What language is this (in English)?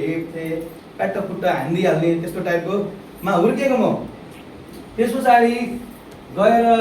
Nepali